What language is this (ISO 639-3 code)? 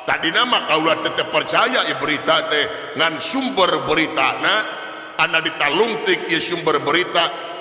sun